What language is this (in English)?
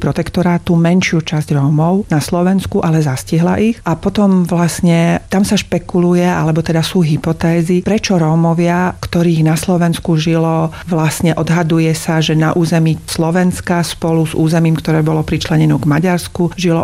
Slovak